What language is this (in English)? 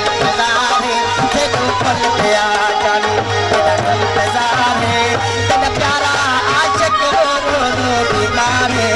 Saraiki